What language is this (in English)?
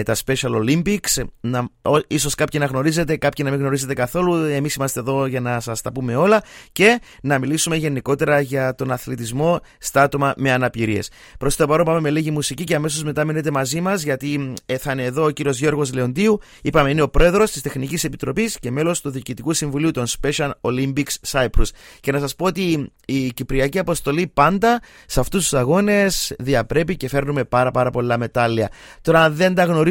Greek